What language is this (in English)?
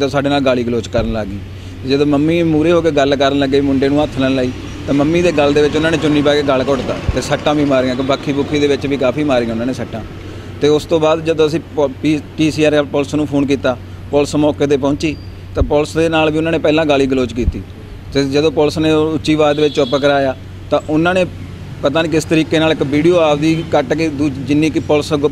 Punjabi